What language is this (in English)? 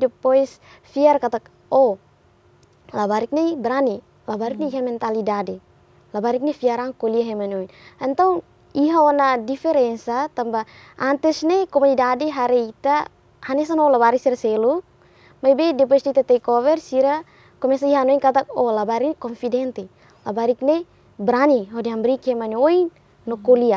Tetum